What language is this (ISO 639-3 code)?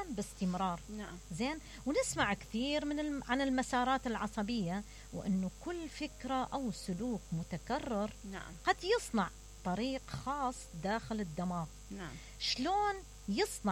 acm